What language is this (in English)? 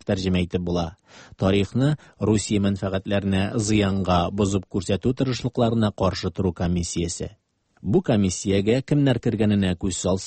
Tatar